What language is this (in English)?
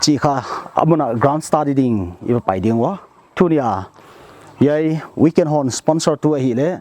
Paite Chin